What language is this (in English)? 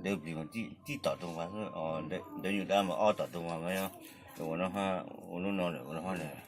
Hmong